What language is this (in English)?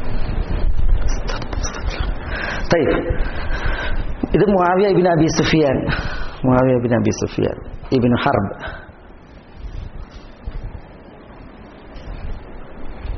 Malayalam